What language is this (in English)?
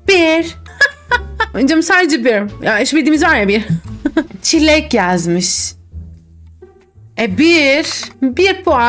Turkish